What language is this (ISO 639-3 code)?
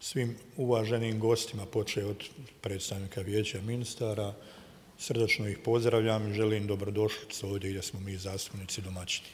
bos